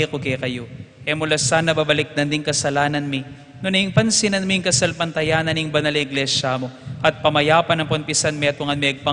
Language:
Pampanga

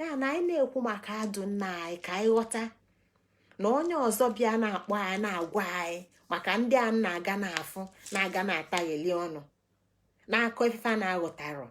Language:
Igbo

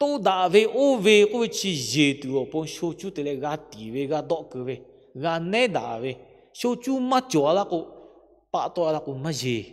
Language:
Lahu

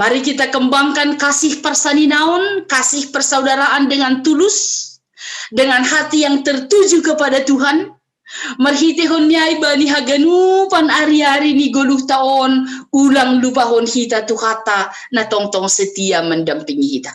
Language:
Batak Simalungun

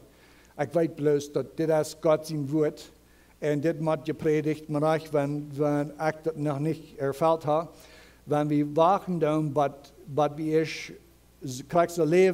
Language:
Plautdietsch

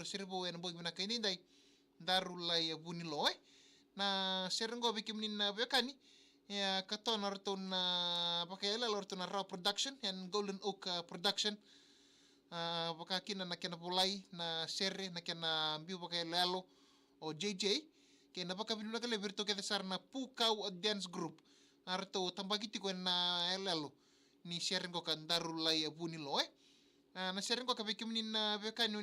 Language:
Fijian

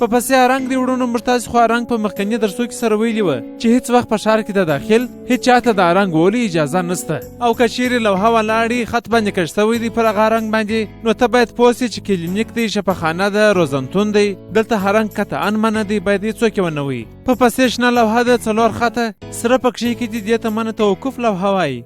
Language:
Pashto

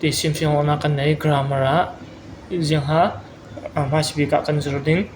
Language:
Falam Chin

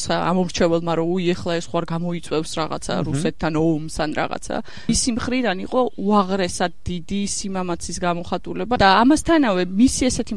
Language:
Georgian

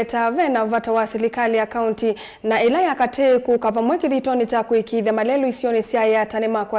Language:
Kamba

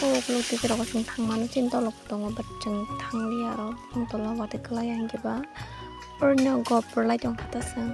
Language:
Kok Borok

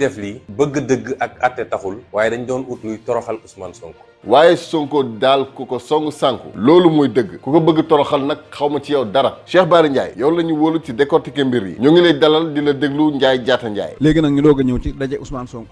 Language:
Wolof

